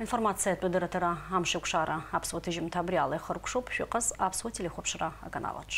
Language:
Abkhazian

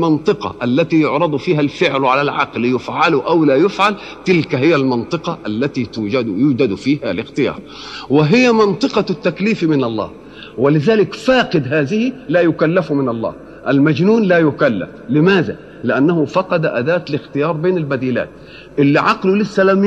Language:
Arabic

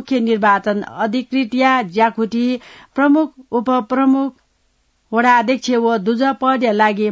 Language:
Newari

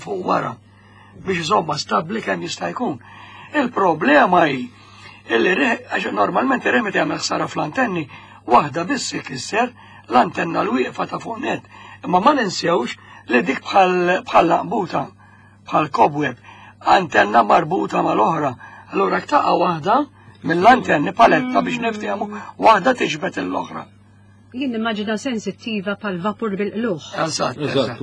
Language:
Maltese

